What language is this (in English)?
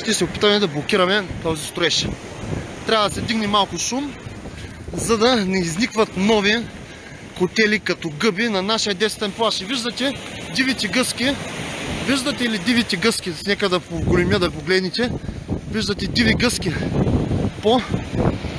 Bulgarian